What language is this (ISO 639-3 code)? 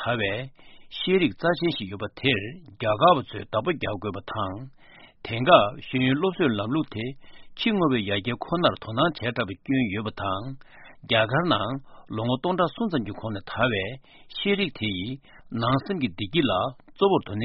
bod